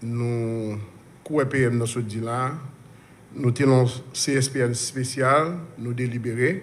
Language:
Haitian Creole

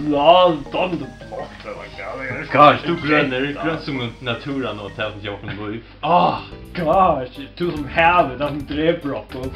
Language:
Faroese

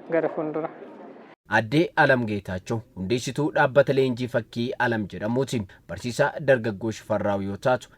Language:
Oromo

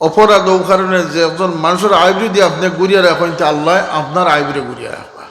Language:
Sylheti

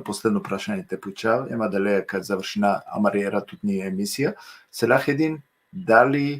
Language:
Balkan Romani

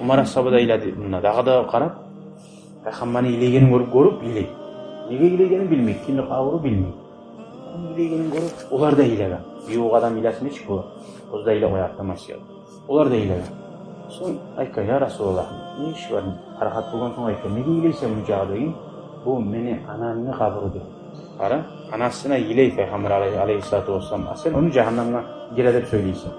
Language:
Kumyk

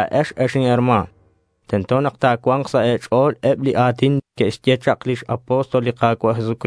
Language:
Kekchí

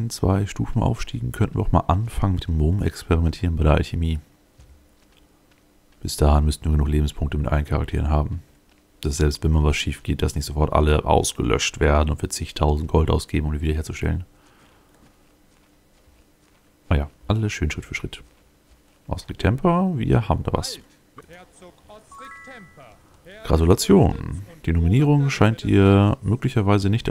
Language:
German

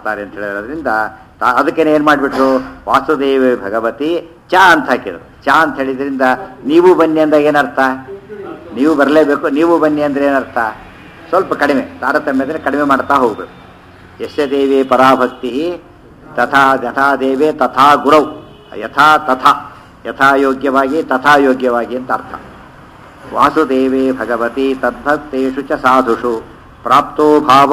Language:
Kannada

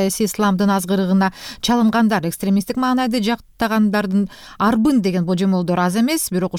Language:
Kyrgyz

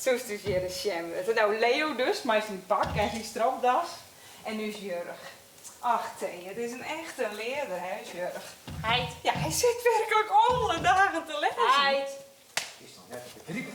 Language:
Western Frisian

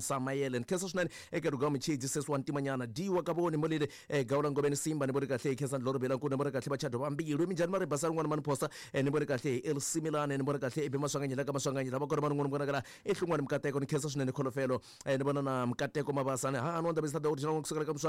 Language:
Tsonga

